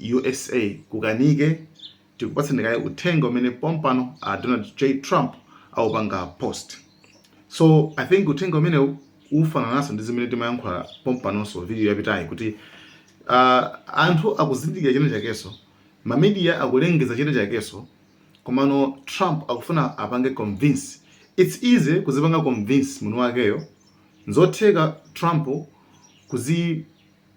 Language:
Nyanja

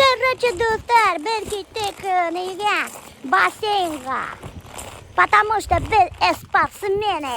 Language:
Bashkir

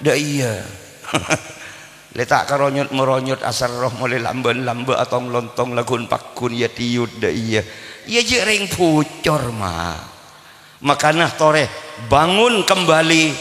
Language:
Madurese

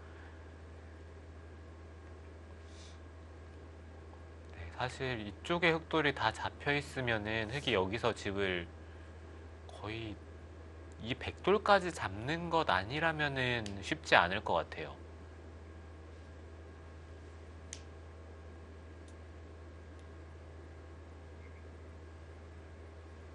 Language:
Korean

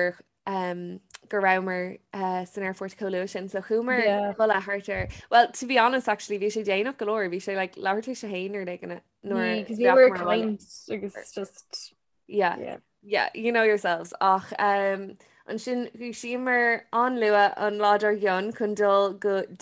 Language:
Irish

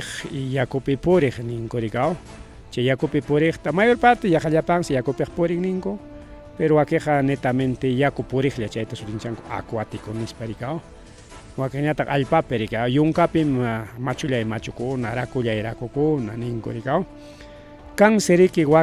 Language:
Ayacucho Quechua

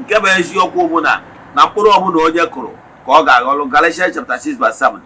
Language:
Igbo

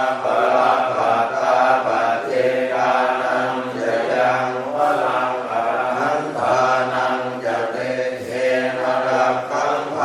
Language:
Pali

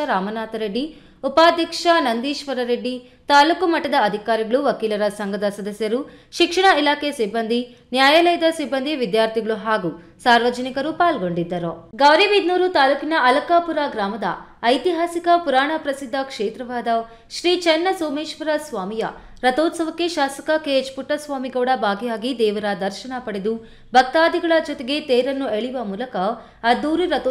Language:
Kannada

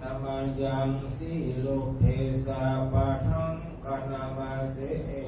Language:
Pali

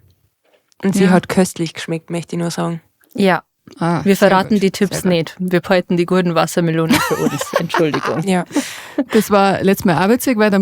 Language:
Bavarian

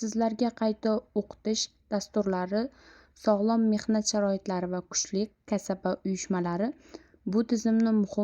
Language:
Uzbek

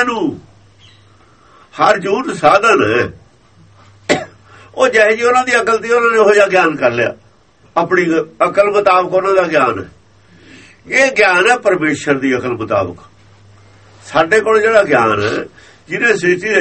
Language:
Punjabi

